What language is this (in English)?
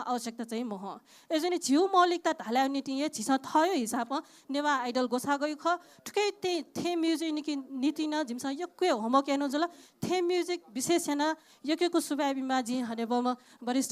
Newari